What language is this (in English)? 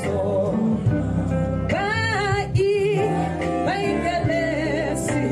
Tswana